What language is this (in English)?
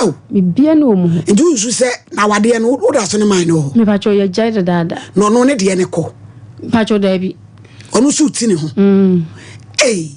Akan